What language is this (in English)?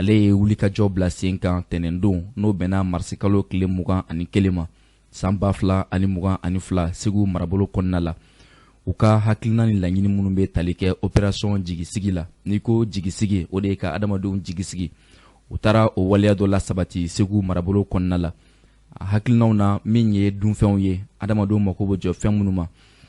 Bambara